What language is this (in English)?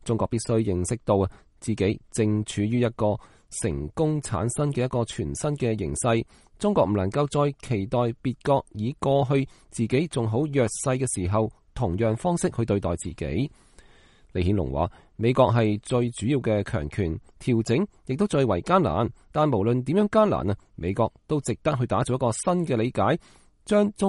Cantonese